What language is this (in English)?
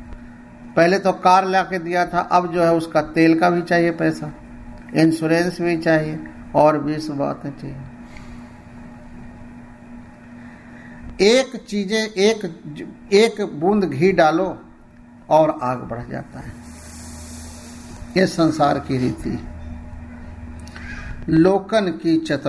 Hindi